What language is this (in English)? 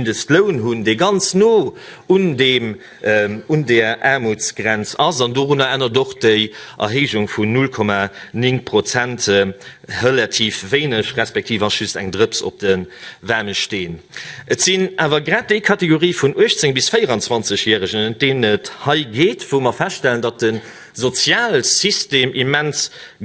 Luxembourgish